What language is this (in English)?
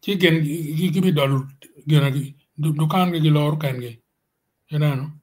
Acoli